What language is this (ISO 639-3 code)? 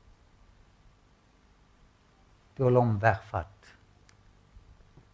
afr